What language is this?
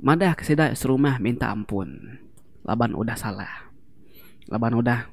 Iban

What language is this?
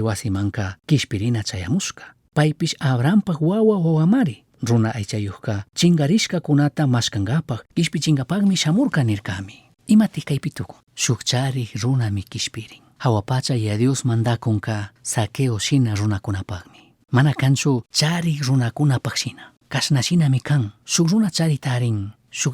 Chimborazo Highland Quichua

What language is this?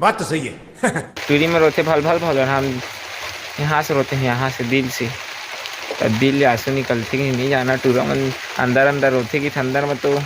Chhattisgarhi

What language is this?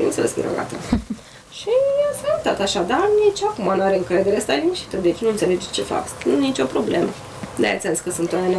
Romanian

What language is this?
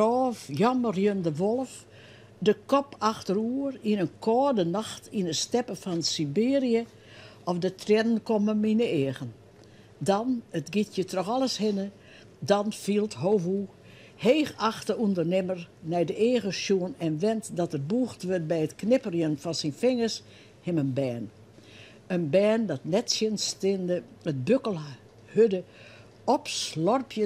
Western Frisian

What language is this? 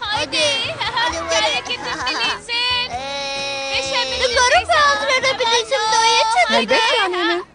Kurdish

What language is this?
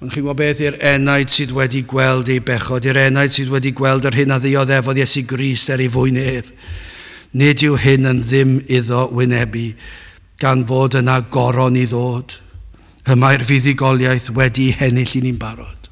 Welsh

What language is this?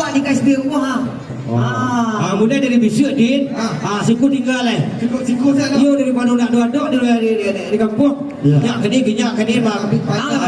Minangkabau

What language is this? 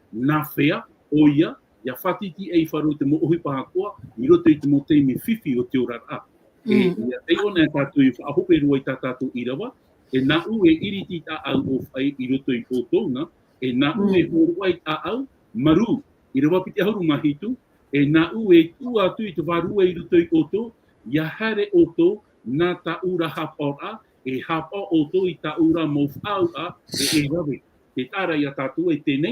Tahitian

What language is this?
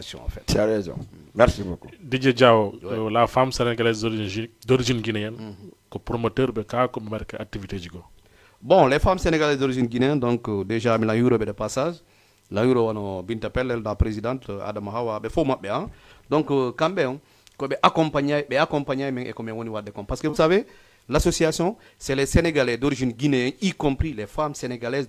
Fula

